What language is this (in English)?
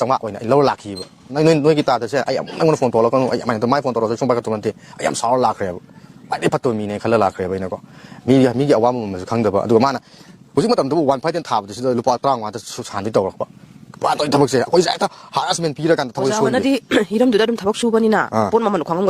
Manipuri